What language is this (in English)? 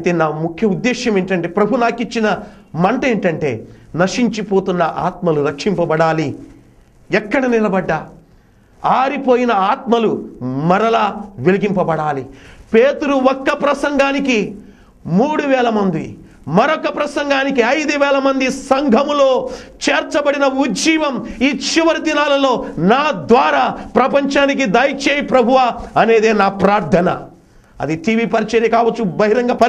Telugu